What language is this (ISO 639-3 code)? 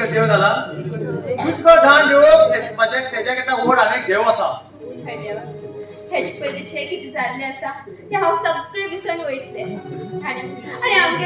kok